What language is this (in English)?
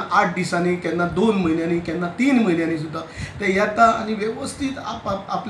Konkani